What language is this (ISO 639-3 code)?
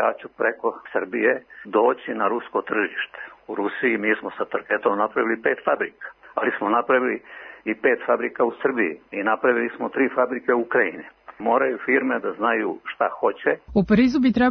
srp